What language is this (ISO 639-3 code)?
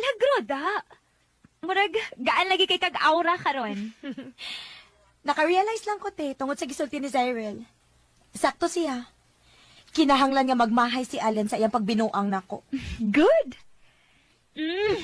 ceb